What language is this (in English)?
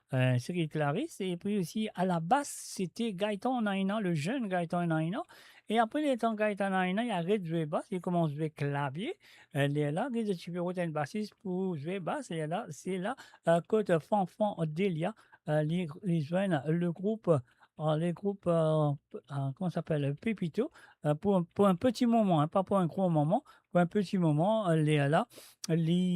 Morisyen